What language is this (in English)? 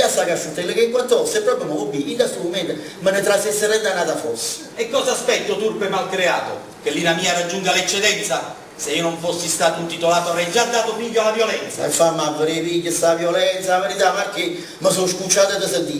Neapolitan